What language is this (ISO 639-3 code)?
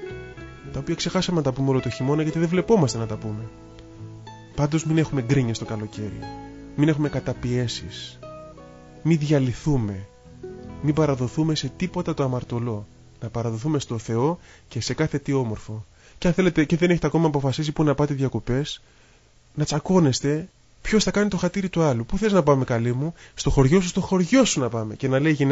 ell